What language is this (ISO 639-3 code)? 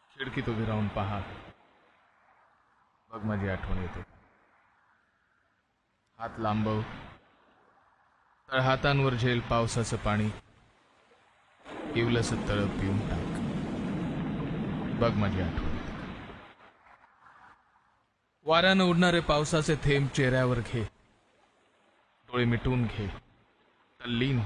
mar